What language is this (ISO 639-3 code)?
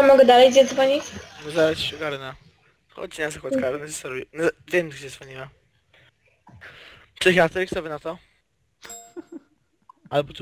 pol